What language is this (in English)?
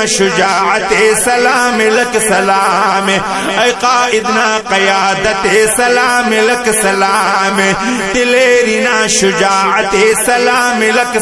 Brahui